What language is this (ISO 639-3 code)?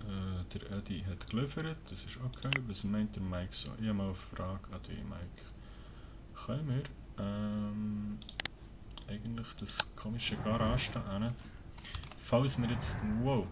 gsw